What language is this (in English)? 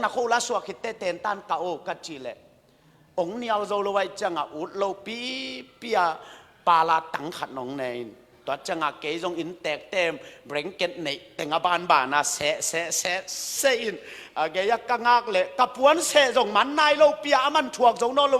Tedim Chin